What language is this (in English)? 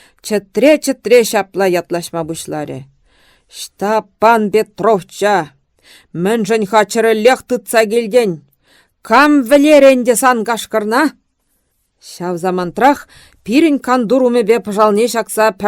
Chuvash